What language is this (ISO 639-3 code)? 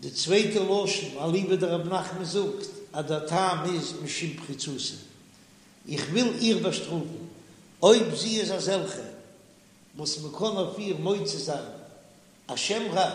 yid